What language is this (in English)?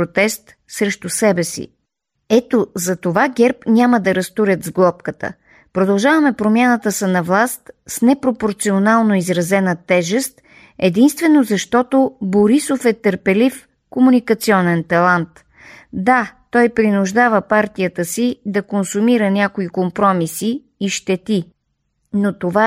Bulgarian